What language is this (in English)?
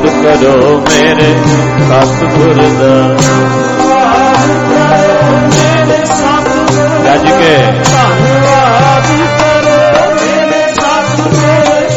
Punjabi